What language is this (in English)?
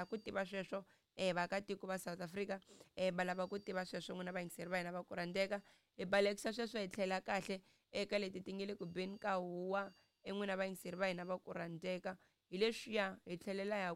Tsonga